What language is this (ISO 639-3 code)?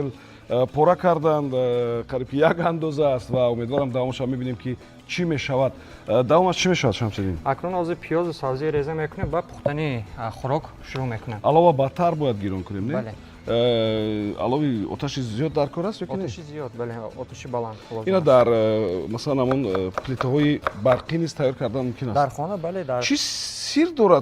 tgk